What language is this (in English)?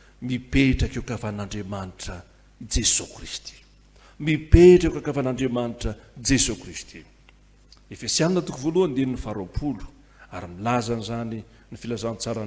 Malagasy